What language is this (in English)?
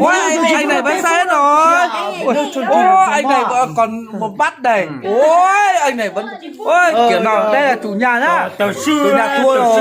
Hmong